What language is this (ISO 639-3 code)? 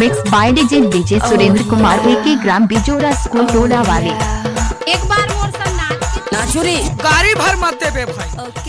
hne